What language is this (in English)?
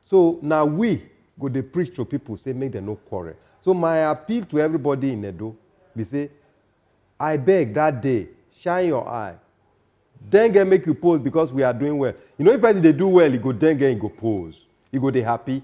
Nigerian Pidgin